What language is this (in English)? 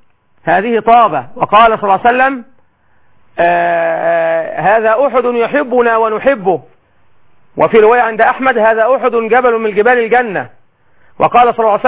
Arabic